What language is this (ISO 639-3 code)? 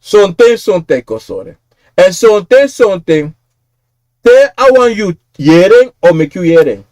srn